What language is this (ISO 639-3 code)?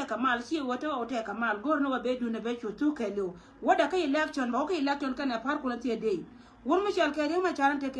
nus